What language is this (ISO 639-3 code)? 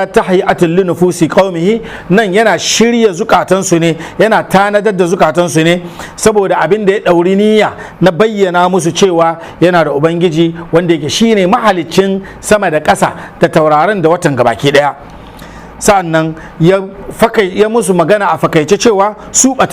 hau